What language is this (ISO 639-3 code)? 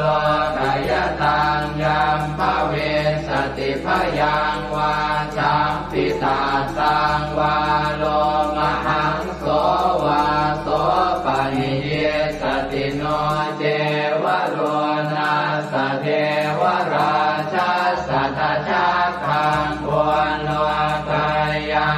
pli